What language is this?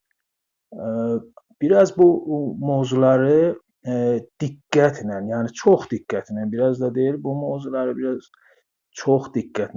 South Azerbaijani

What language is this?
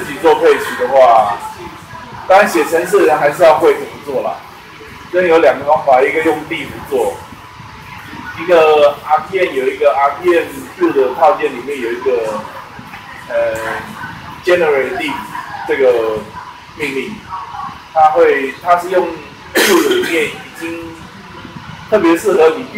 Chinese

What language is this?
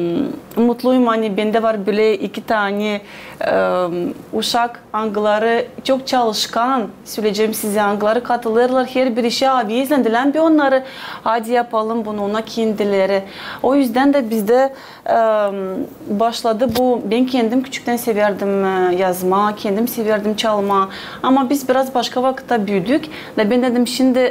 Gagauz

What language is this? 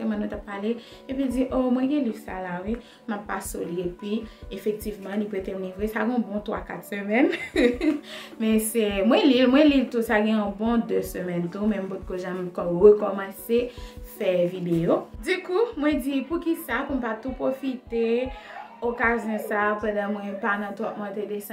Haitian Creole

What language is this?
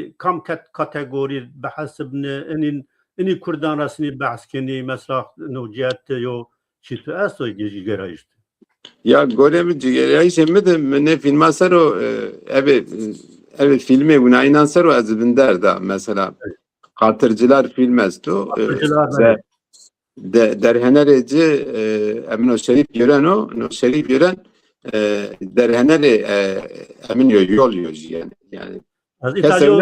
Zaza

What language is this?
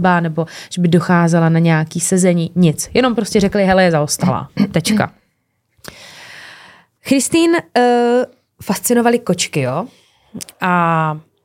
Czech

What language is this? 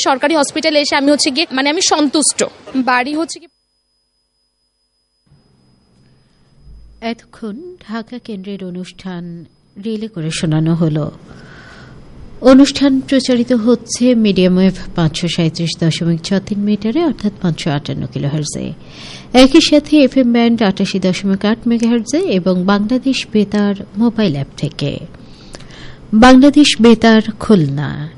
Bangla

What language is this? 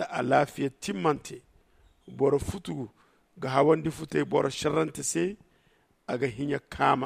Zarma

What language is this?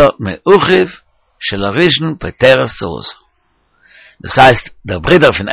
Yiddish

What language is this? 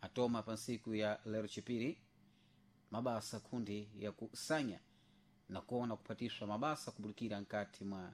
Sena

